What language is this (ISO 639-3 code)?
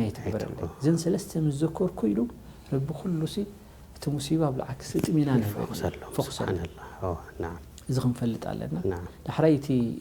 tir